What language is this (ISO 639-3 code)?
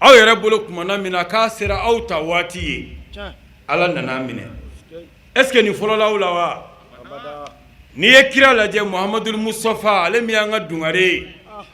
bam